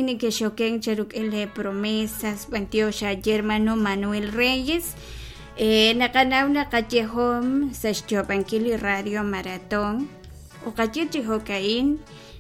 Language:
Kekchí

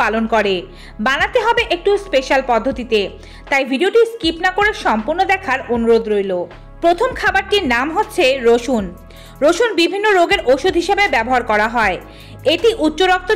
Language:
Bangla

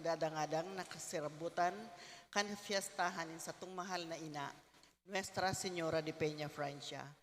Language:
Bikol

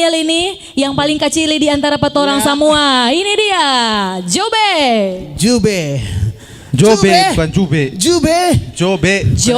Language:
Manado Malay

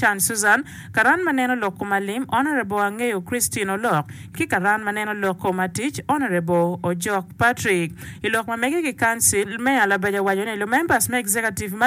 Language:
Acoli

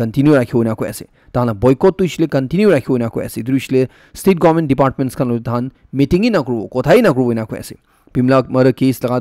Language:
Naga Pidgin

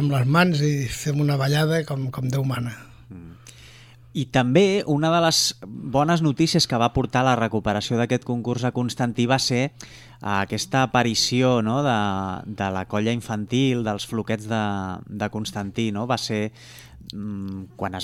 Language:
Catalan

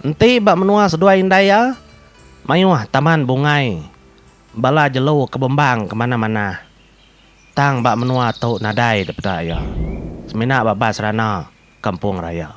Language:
Iban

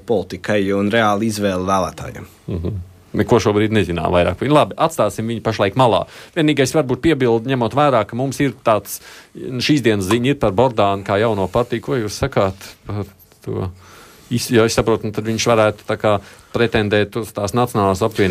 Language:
Latvian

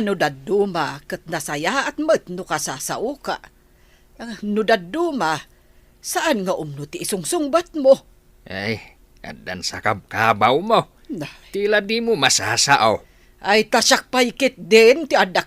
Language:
Iloko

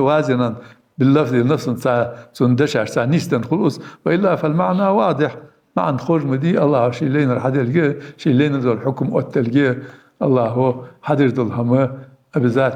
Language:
Ingush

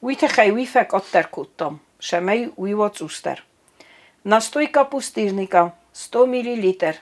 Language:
Ossetic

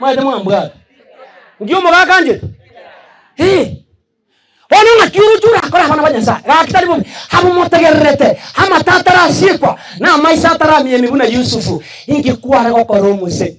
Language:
Gusii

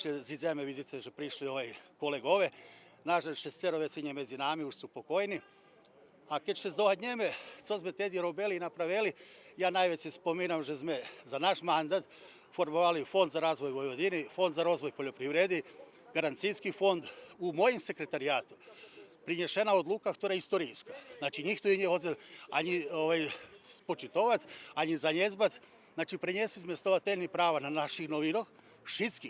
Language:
Rusyn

